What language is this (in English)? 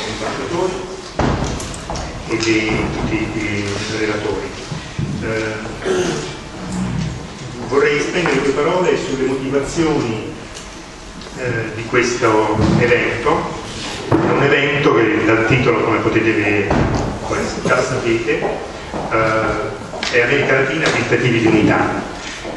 Italian